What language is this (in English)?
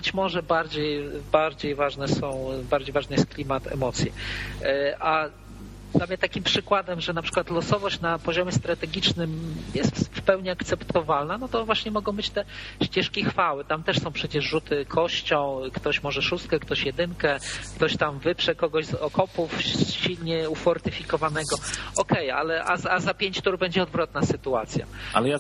Polish